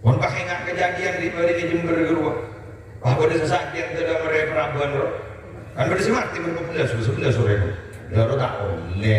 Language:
Madurese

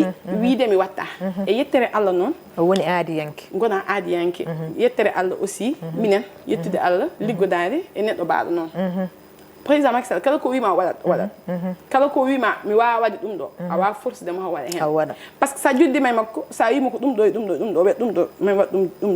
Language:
Fula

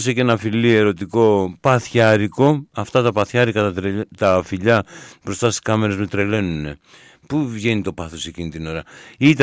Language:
Greek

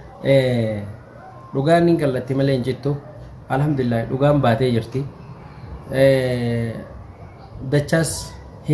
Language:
Oromo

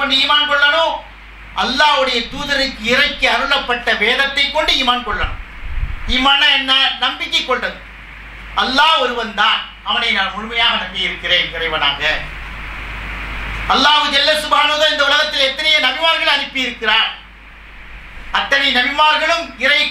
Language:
Tamil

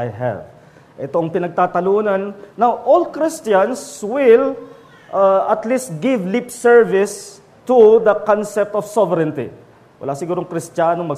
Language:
Filipino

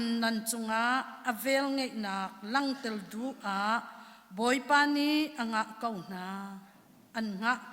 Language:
Hakha Chin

